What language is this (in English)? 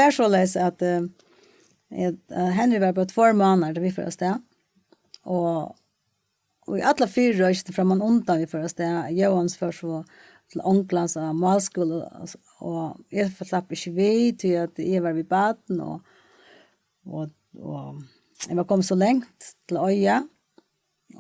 Faroese